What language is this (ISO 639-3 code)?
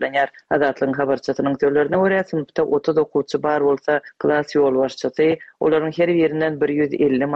tuk